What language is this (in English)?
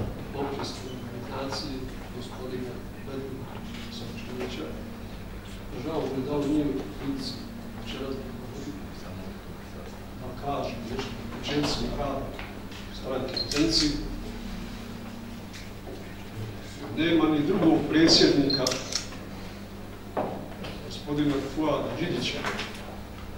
Bosnian